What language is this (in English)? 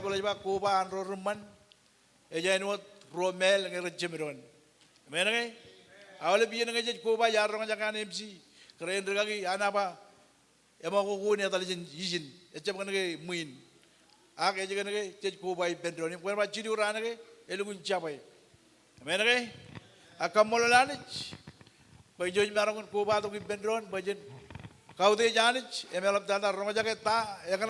Marshallese